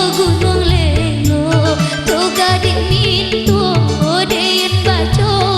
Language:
Minangkabau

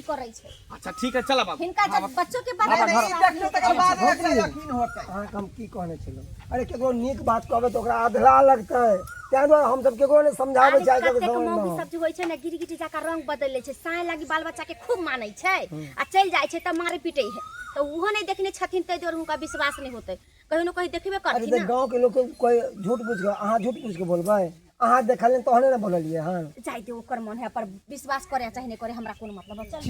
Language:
Maithili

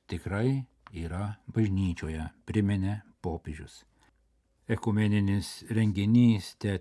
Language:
Lithuanian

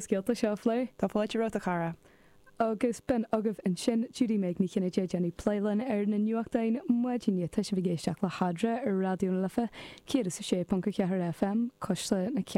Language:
Irish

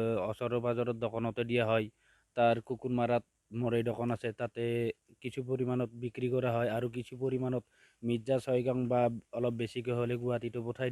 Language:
Assamese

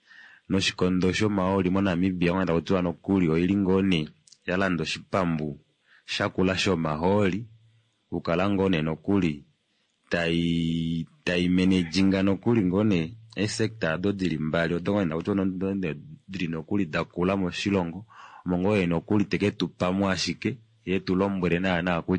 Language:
Kuanyama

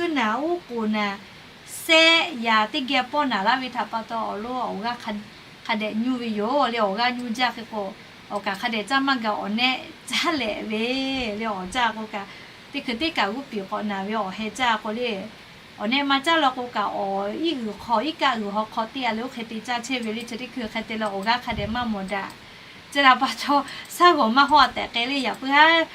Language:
Lahu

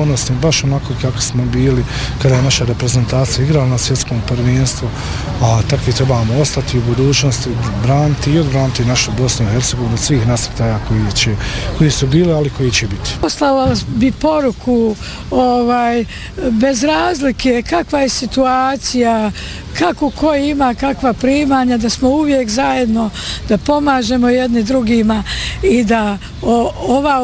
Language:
Bosnian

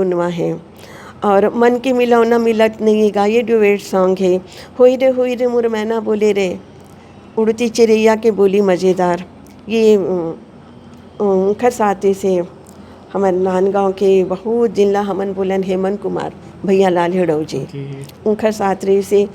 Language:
Chhattisgarhi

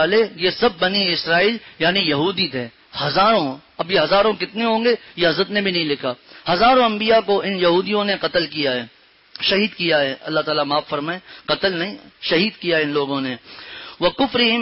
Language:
Urdu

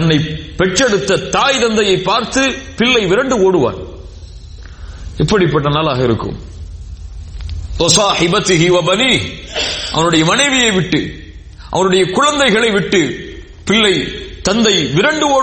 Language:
Tamil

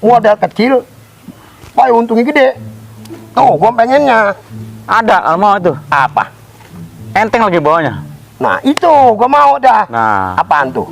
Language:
Betawi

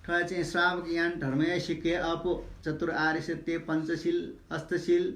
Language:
Newari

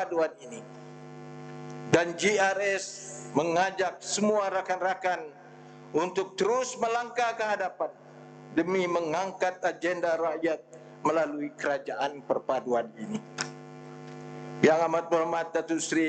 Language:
Malay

